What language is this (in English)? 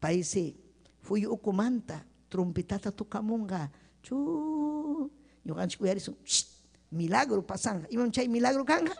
Ayacucho Quechua